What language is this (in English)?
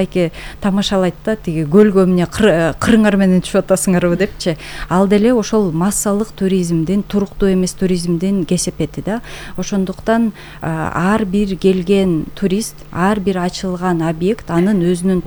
Kyrgyz